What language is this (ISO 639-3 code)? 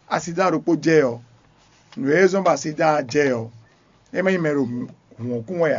fon